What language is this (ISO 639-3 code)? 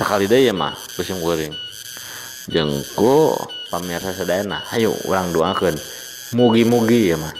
sun